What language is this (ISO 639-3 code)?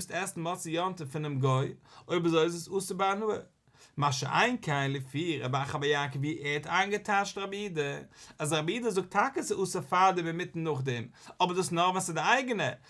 yid